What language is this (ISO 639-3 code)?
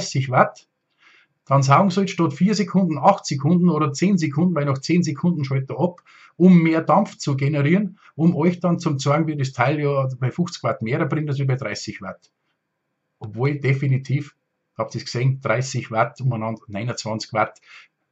bar